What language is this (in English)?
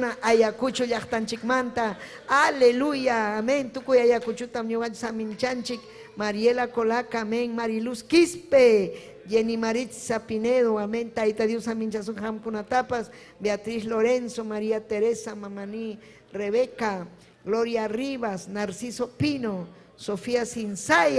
Ayacucho Quechua